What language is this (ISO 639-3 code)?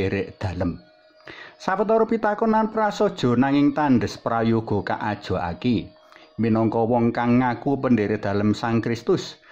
jav